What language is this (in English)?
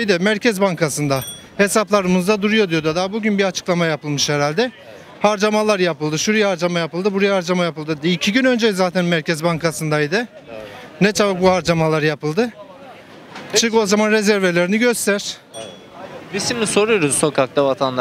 Turkish